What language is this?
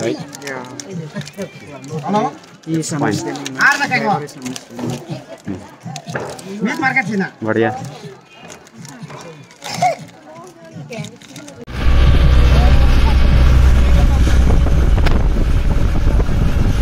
Hindi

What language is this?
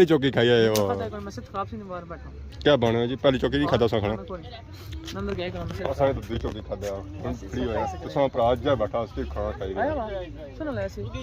Pahari-Potwari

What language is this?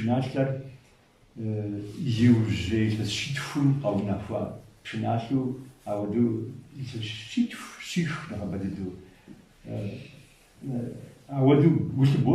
Kabardian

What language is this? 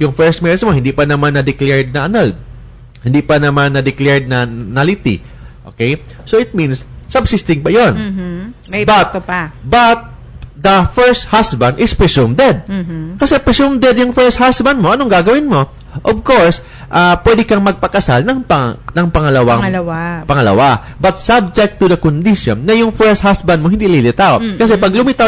Filipino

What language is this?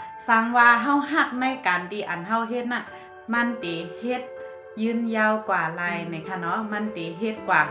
Shan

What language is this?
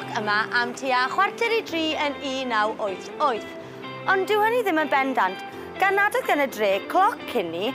Welsh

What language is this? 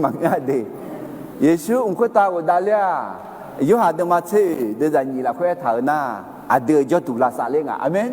Akha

